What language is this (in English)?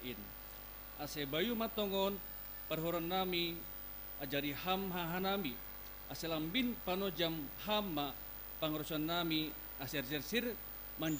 Batak Simalungun